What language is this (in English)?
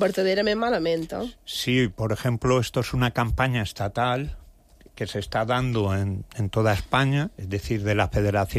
Catalan